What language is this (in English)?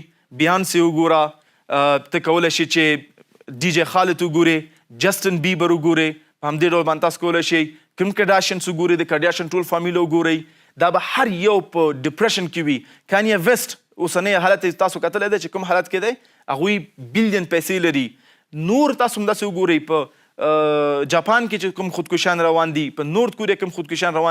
Pashto